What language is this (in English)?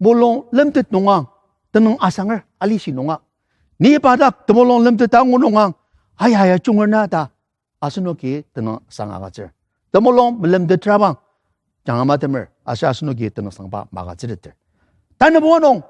Ao Naga